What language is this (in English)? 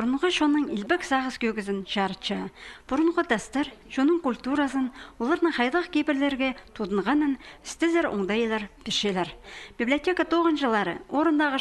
Khakas